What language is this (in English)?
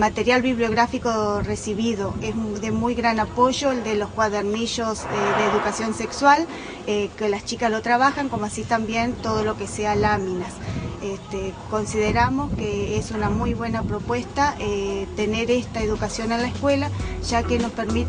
Spanish